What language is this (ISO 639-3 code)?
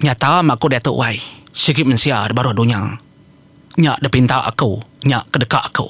iba